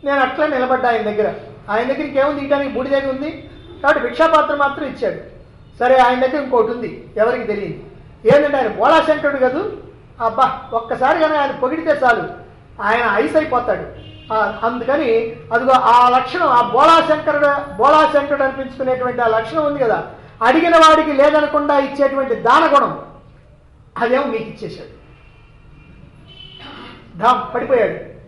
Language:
Telugu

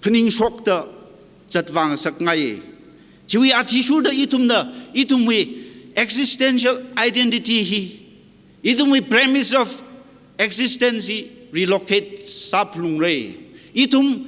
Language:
Tangkhul Naga (India)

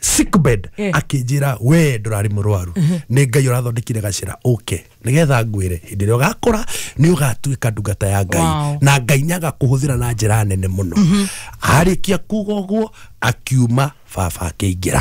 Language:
Kikuyu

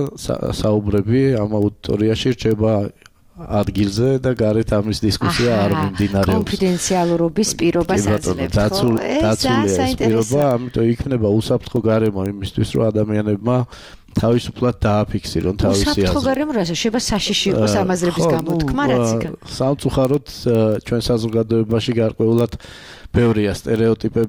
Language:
Georgian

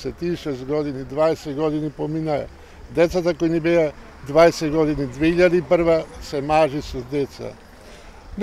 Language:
Macedonian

